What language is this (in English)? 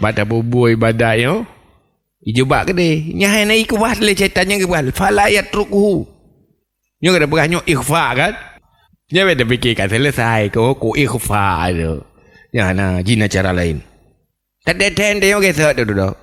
Achinese